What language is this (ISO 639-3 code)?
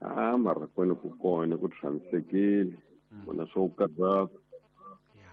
tso